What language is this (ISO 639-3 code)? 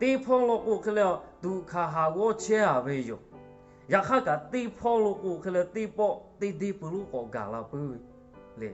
lhu